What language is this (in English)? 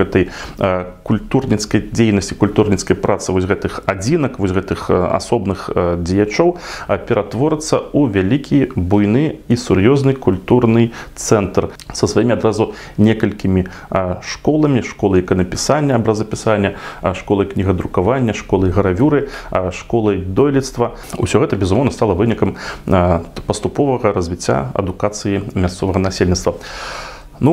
Belarusian